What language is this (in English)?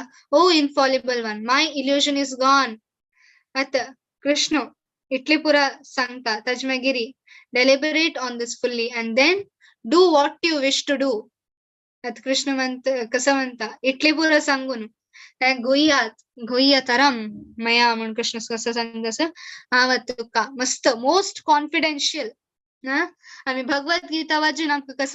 Konkani